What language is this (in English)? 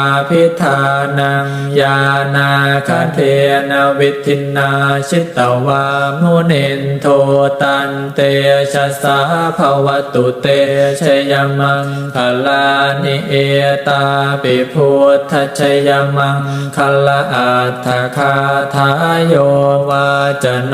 Pali